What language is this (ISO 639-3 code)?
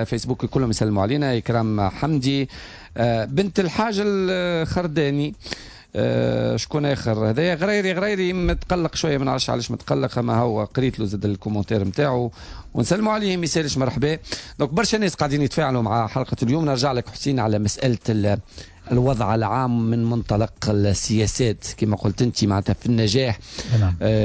aeb